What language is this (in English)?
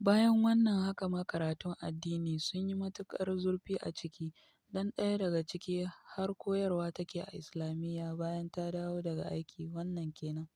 Hausa